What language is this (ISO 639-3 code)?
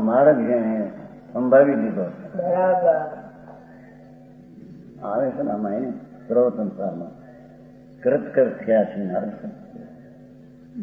guj